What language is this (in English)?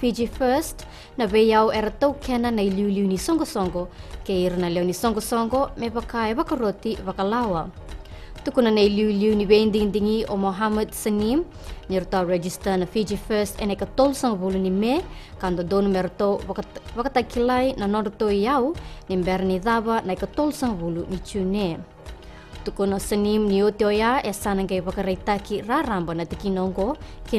Fijian